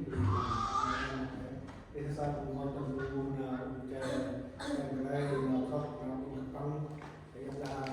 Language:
Central Mnong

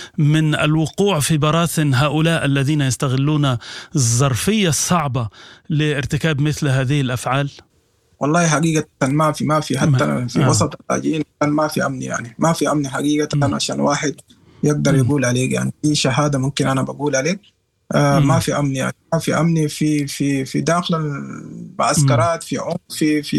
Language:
Sudanese Arabic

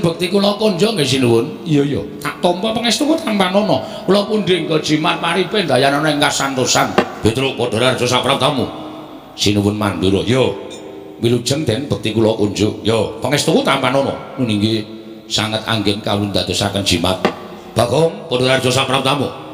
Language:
Javanese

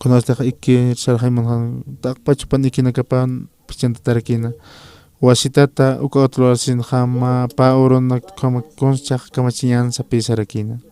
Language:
Aymara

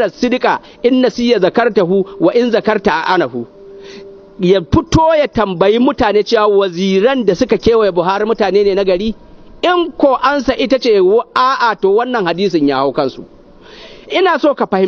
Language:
Hausa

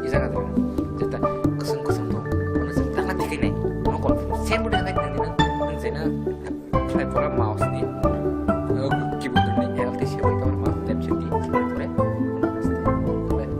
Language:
Kok Borok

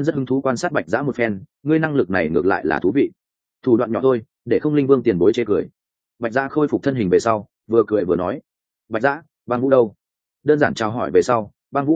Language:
Vietnamese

